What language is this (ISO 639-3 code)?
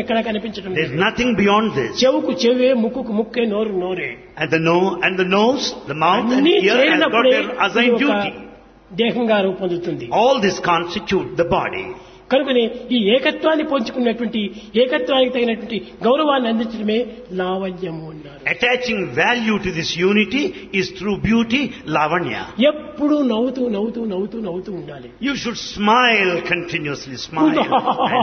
tel